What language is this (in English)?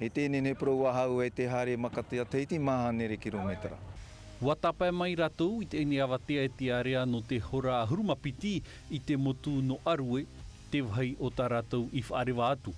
Tahitian